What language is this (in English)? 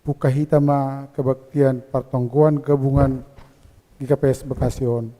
Batak Simalungun